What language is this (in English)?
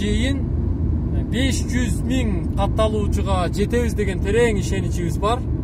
Kyrgyz